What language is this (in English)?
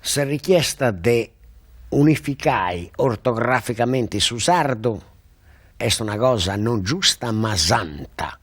Sardinian